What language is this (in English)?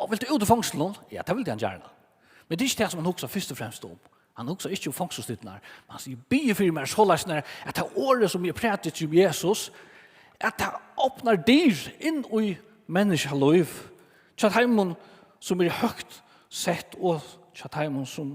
Faroese